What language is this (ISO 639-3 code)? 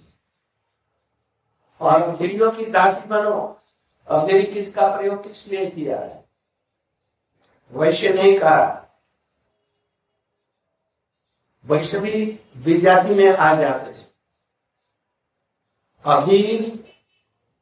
hin